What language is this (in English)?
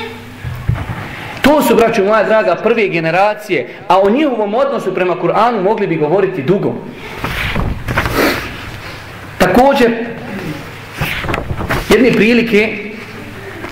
Bosnian